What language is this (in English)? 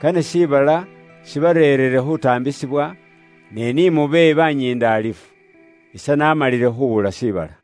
Luyia